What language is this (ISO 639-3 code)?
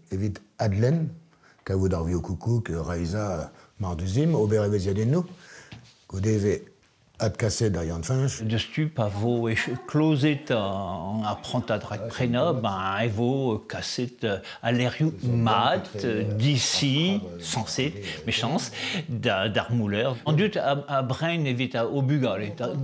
bre